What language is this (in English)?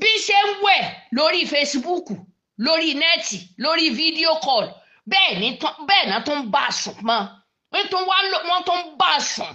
Yoruba